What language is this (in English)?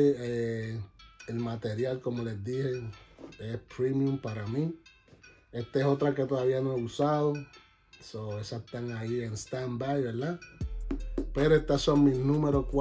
Spanish